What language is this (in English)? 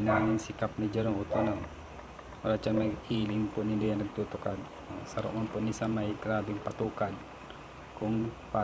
Bikol